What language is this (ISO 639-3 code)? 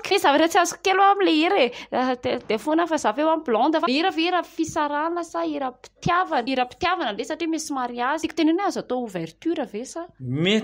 mlg